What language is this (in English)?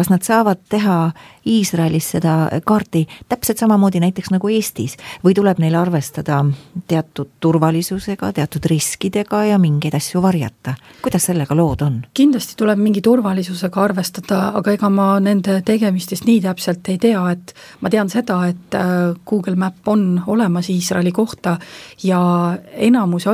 Estonian